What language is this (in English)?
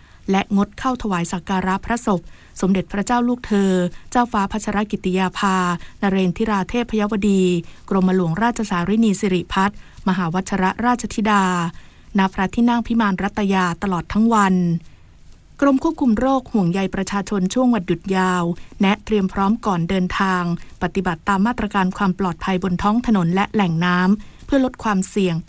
Thai